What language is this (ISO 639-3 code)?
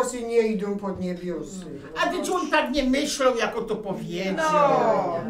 pol